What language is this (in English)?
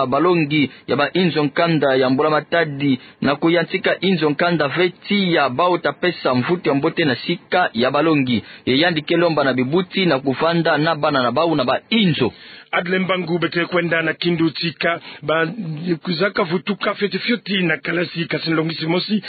Kituba (Democratic Republic of Congo)